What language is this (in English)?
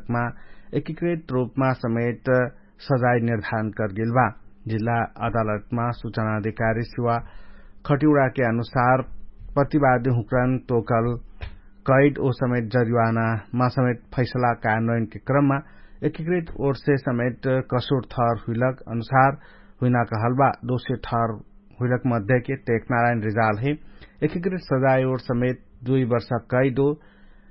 Dangaura Tharu